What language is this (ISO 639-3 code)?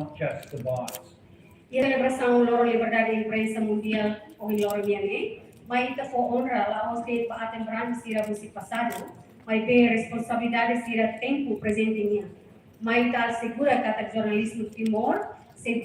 tet